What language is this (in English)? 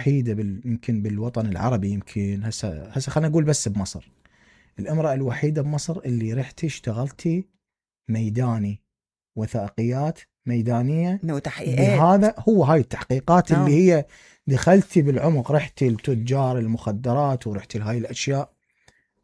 Mesopotamian Arabic